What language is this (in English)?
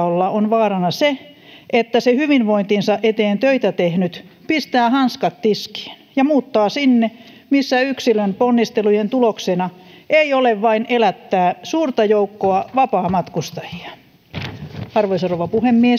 Finnish